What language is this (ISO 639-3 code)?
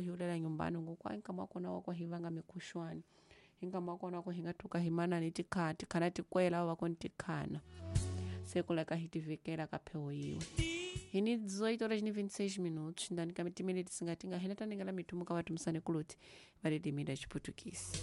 tso